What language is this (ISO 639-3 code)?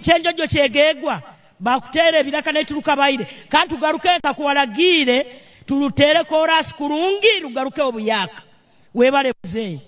nyn